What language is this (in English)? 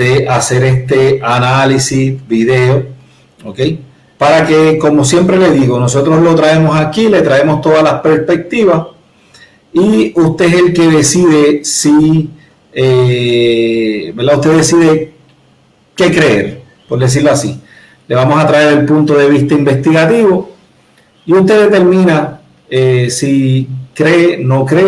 Spanish